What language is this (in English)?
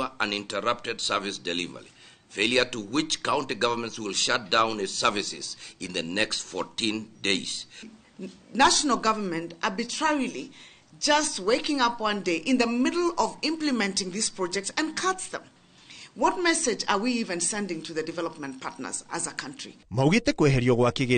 Kikuyu